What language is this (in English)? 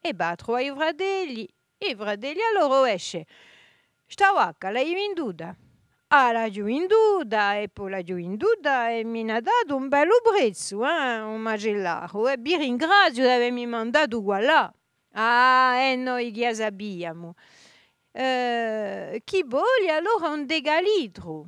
Corsican